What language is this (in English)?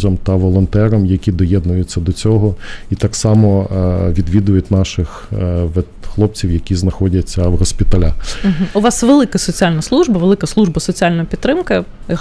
Ukrainian